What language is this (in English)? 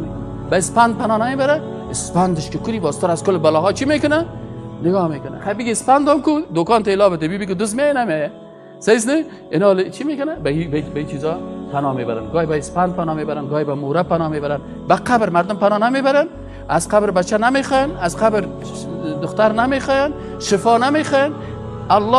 Persian